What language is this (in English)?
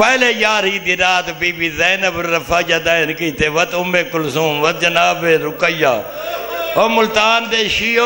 Saraiki